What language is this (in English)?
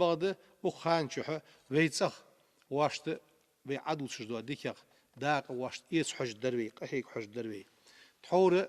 Ingush